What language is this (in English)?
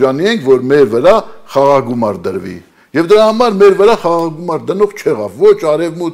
Armenian